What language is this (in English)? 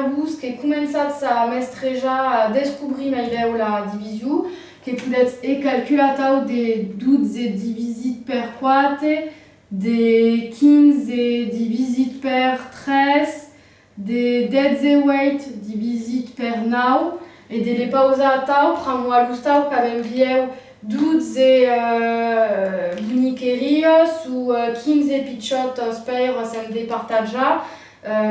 Occitan